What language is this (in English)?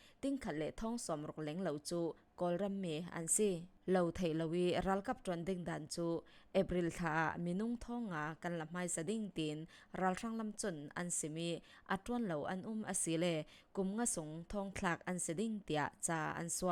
Falam Chin